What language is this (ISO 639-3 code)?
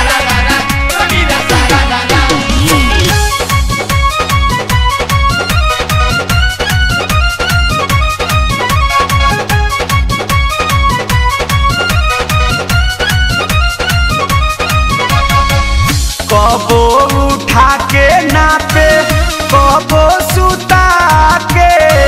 bho